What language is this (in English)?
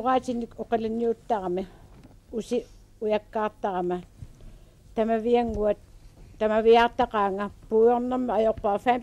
Kalaallisut